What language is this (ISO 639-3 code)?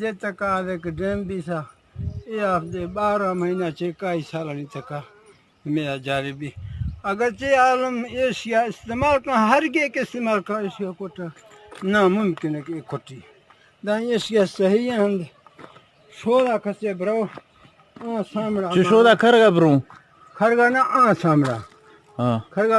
bgp